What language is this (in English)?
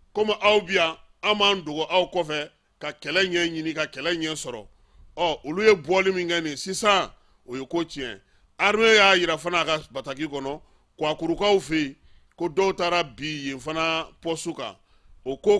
Bambara